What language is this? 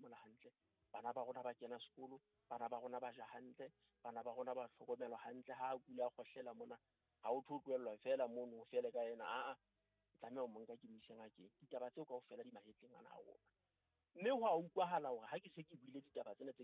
Southern Sotho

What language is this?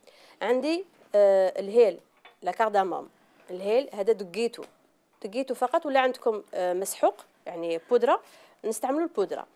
Algerian Arabic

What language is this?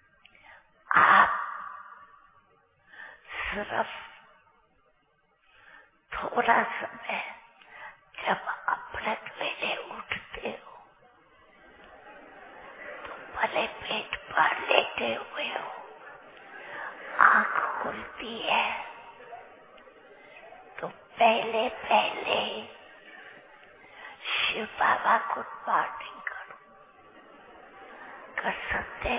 Hindi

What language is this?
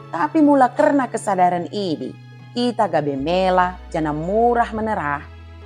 Batak Dairi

